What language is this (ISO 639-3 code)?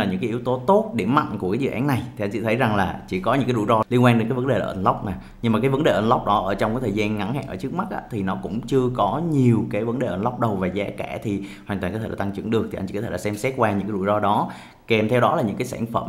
vie